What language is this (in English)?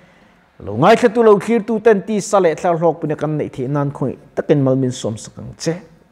Mizo